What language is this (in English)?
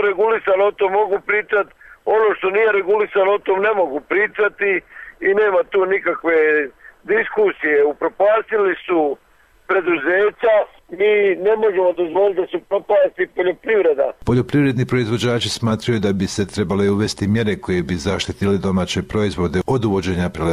Bosnian